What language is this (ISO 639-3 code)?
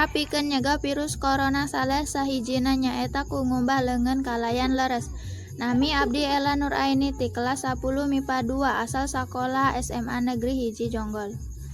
sun